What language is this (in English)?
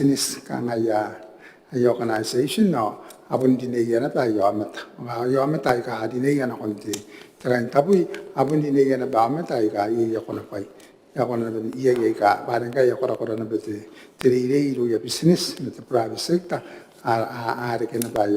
Gilbertese